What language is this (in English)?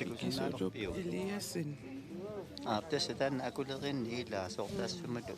Kalaallisut